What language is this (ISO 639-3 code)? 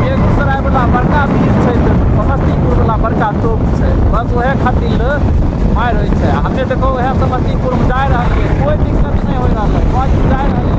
mai